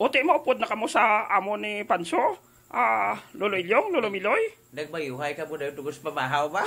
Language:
Hiligaynon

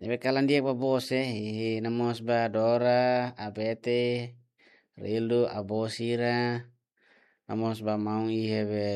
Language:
Tetum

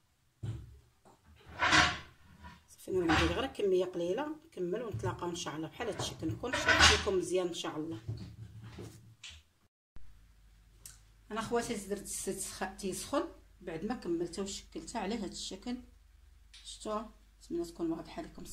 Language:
Moroccan Arabic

